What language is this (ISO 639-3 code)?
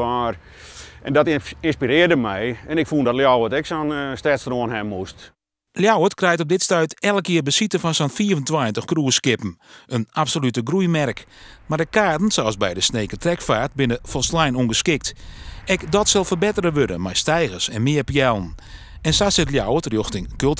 fry